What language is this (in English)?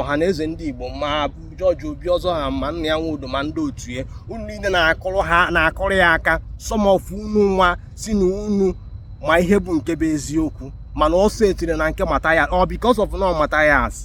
Igbo